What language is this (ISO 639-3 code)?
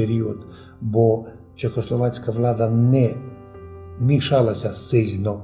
rue